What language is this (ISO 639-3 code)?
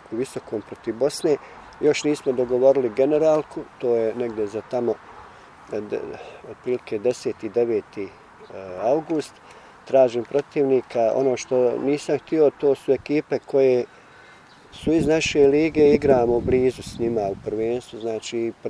bos